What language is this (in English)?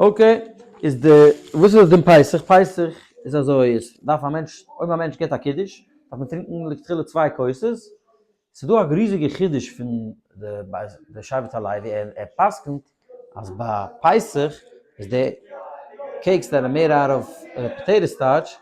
Yiddish